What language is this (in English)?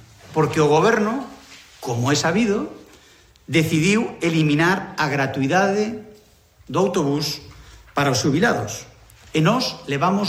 Galician